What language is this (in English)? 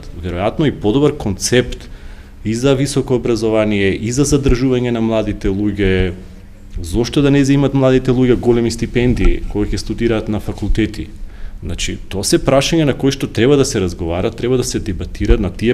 Macedonian